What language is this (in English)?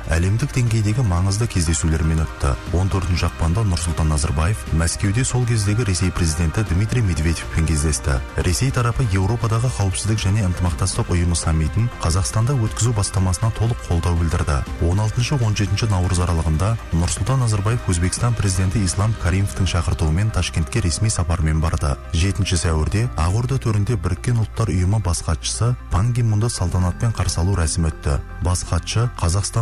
Kazakh